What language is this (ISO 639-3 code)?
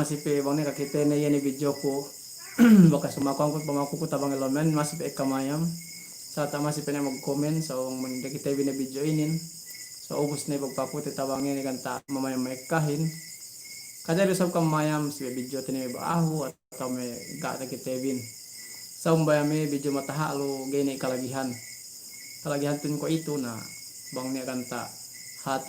yka